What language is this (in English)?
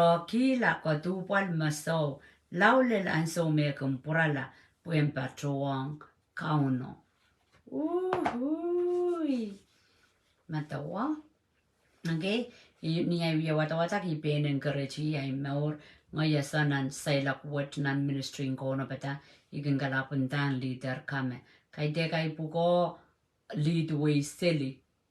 Pohnpeian